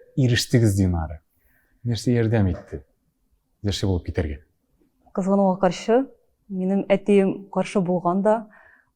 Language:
Tatar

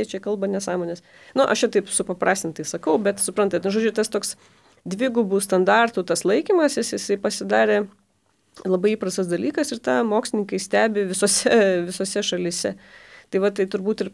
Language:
Lithuanian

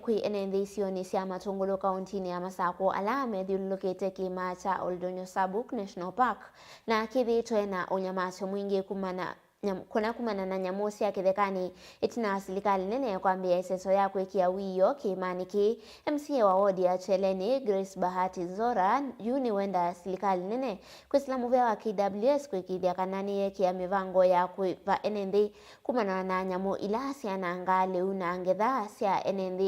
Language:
Kamba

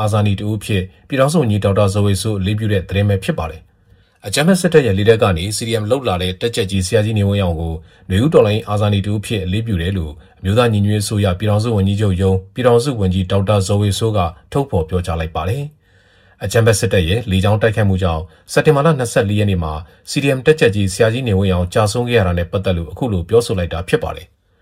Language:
Burmese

